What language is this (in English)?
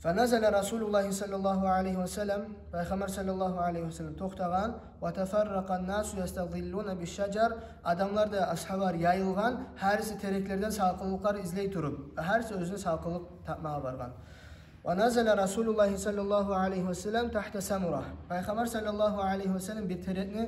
Kumyk